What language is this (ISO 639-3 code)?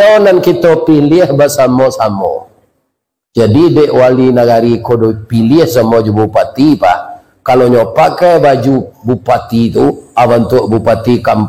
min